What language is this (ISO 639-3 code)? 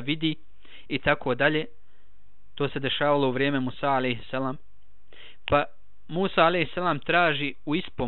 bos